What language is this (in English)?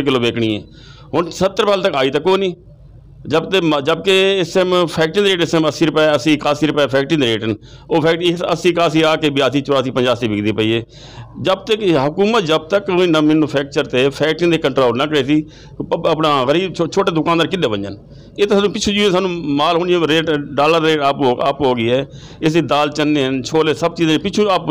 Saraiki